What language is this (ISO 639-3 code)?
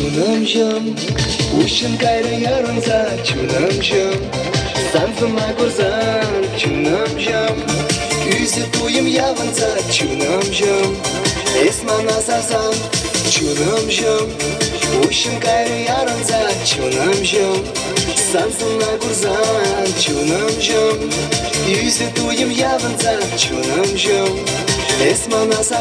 chv